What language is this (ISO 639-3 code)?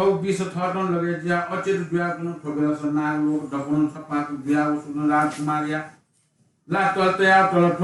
new